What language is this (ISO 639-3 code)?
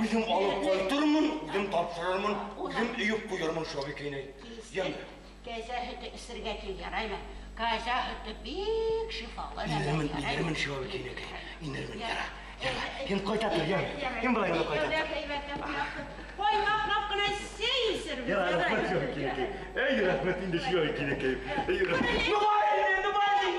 bak